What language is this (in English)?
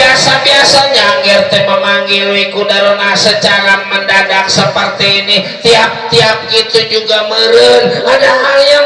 Betawi